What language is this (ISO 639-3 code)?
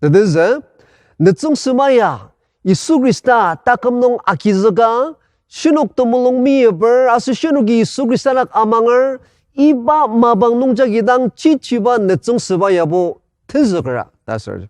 njo